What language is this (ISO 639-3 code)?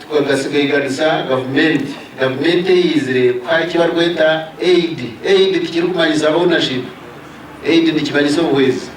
nyn